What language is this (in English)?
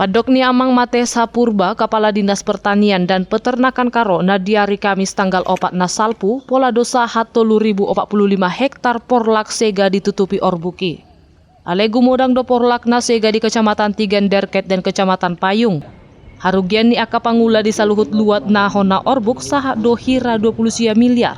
Batak Toba